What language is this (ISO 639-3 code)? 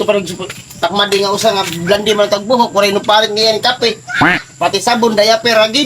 war